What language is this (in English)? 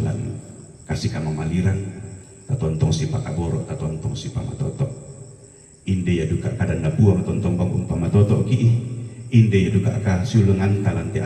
Toraja-Sa'dan